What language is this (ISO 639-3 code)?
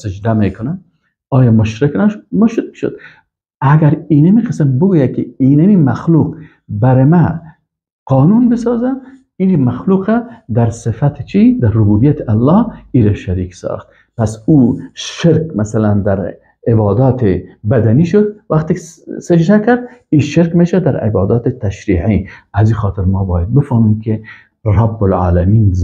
fas